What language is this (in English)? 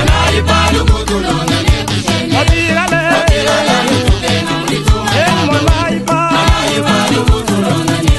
Luba-Lulua